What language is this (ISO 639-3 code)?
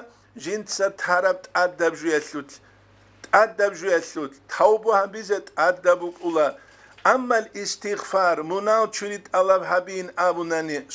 ava